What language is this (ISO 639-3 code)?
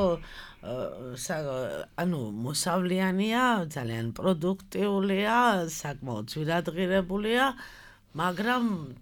kat